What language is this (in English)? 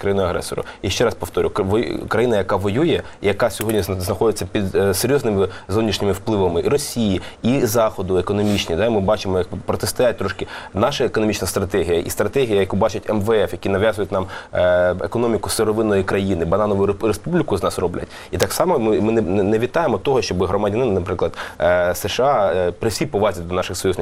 Ukrainian